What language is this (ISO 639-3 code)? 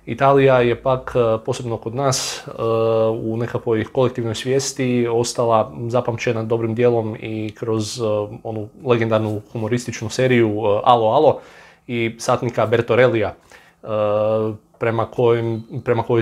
hrv